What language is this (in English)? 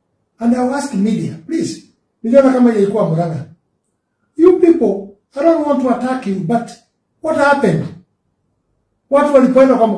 Swahili